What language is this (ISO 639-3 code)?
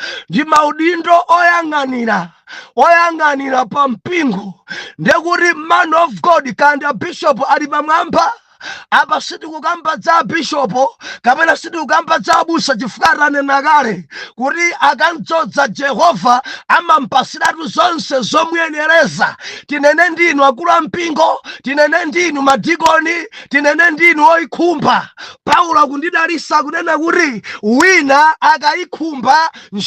nya